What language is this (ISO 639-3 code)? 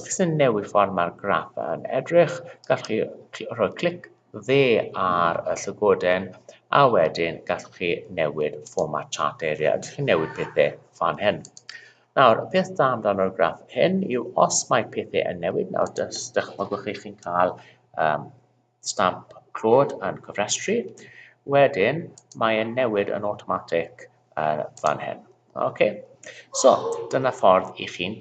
cym